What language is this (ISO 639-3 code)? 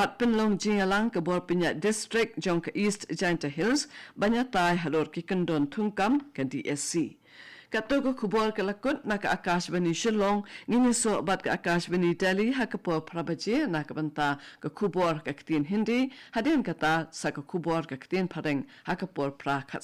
kha